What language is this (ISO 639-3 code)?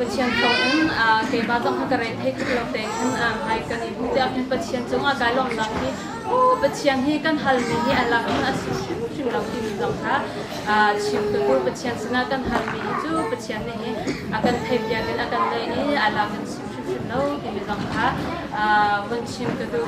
cnh